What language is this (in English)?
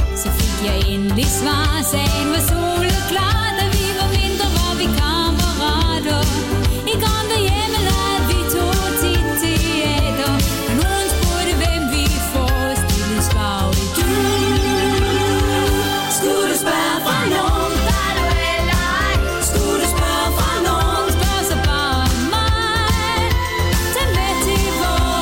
Danish